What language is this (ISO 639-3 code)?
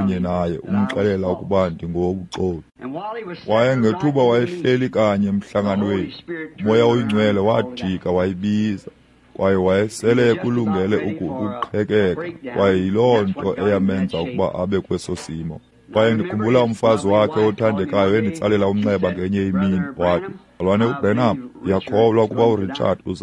xho